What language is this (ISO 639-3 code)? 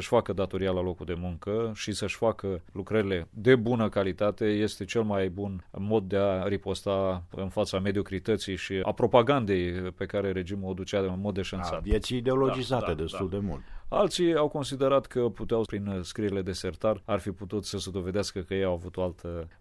ron